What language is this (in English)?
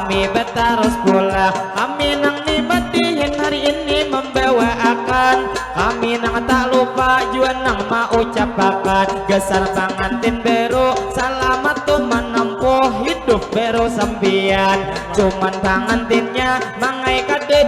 Banjar